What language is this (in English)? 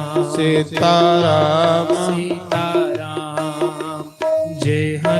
Dogri